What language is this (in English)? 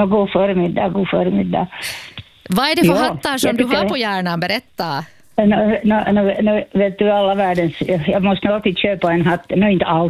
Swedish